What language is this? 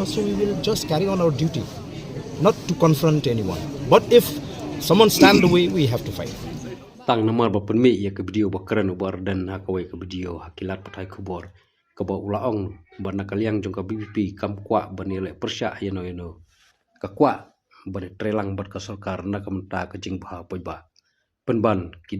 Khasi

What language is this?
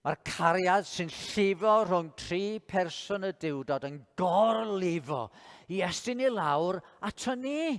Welsh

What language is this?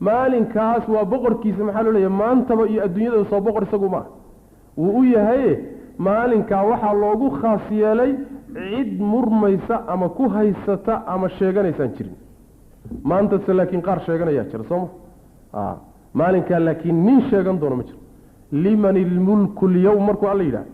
Somali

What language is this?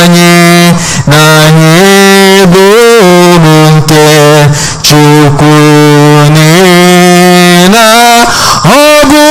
Igbo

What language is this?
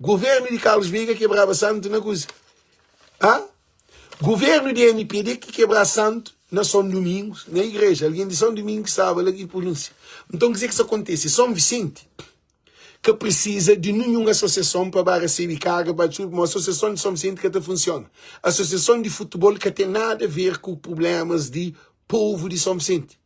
Kabuverdianu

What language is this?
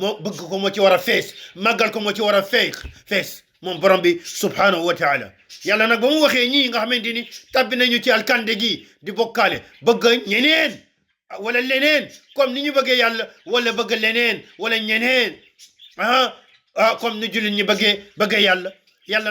Wolof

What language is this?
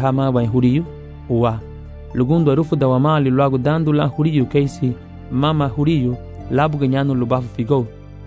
Garifuna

